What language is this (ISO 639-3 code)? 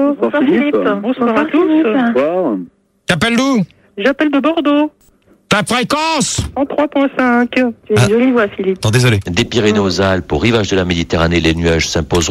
fra